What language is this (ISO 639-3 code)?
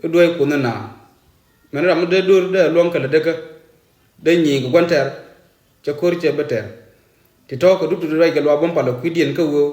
nus